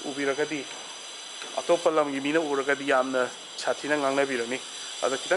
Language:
Manipuri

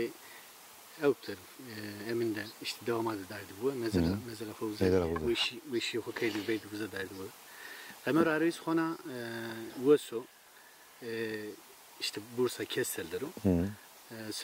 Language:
Zaza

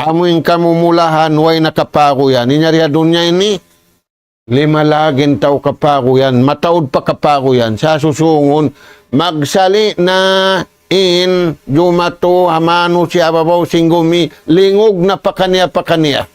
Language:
Tausug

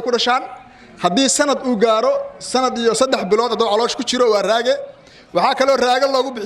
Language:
Somali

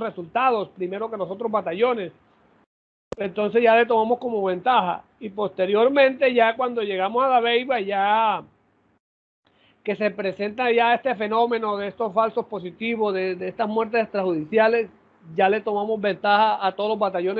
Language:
Spanish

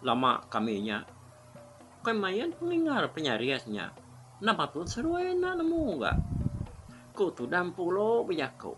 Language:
Iban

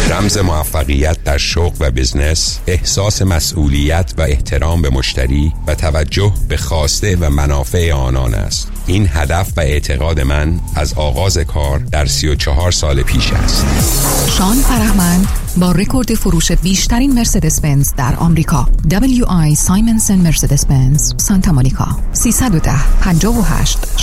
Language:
Persian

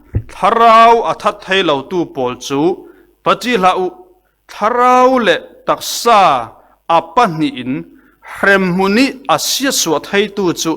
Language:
Falam Chin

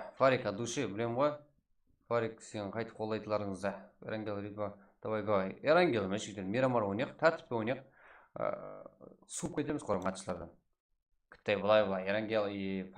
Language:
Kara-Kalpak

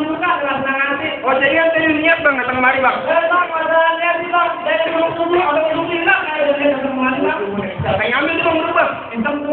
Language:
Betawi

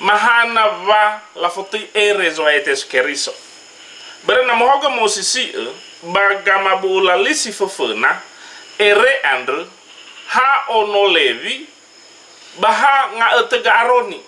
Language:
Nias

